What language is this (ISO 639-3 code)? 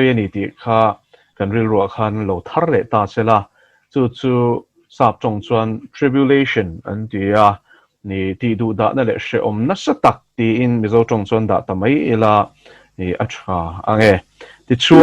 lus